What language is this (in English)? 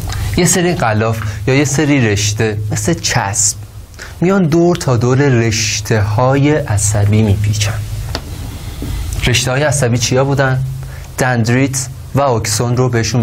Persian